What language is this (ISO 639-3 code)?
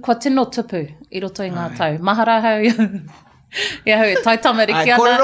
mri